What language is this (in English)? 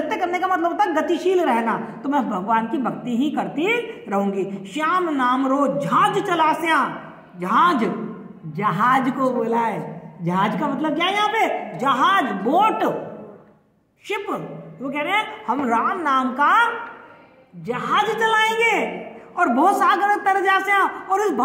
Hindi